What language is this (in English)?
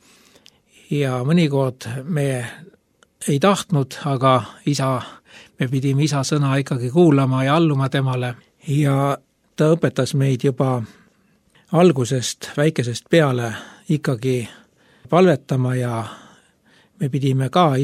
Estonian